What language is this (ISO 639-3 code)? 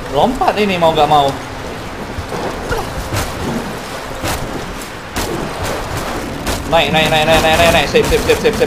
ind